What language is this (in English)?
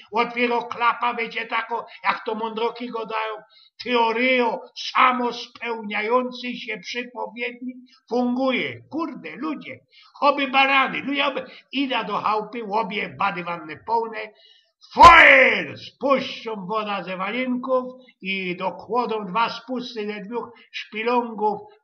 Silesian